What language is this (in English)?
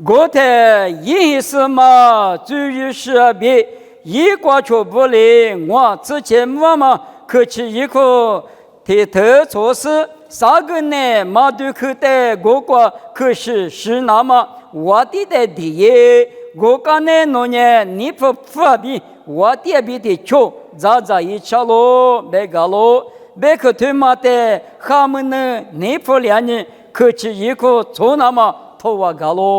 Lisu